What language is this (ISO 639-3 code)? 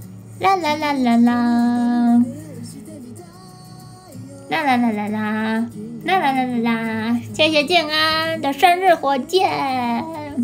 zho